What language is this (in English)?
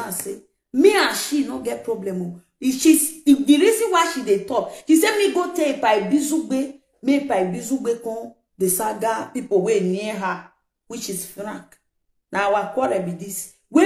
Nigerian Pidgin